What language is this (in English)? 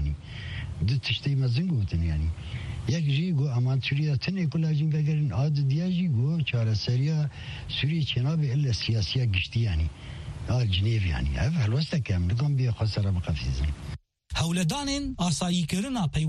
Kurdish